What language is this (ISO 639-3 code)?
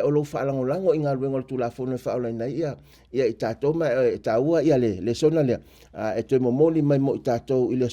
smo